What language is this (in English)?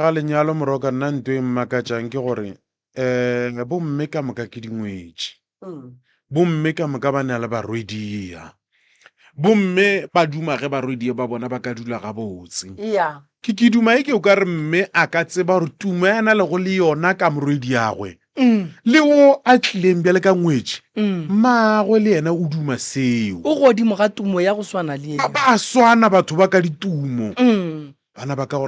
Northern Sotho